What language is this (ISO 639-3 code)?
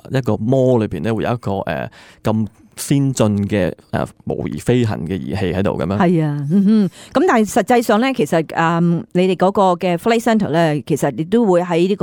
yue